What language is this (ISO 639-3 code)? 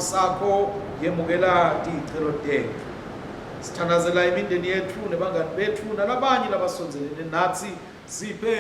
ssw